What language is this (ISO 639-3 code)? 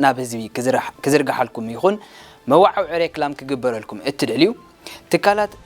tir